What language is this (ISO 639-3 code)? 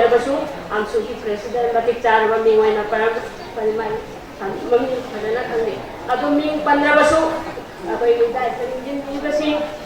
mni